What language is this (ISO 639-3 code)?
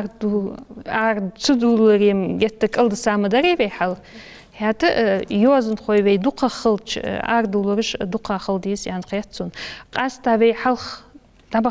inh